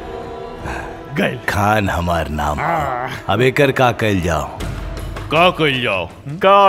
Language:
Bhojpuri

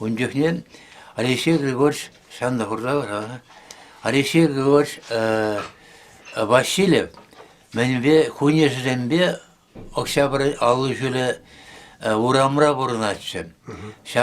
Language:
Chuvash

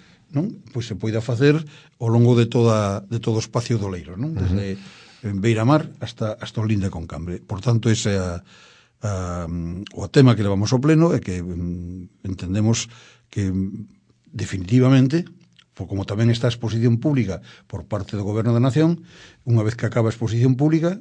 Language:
Galician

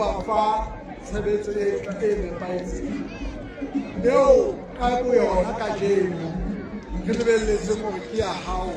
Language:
Southern Sotho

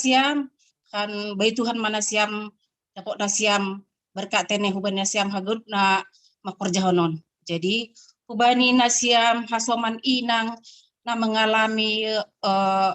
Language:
Batak Simalungun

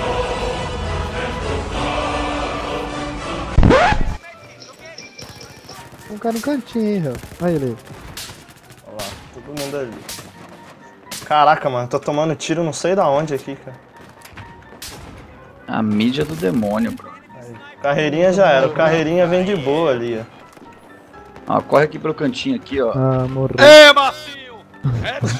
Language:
Portuguese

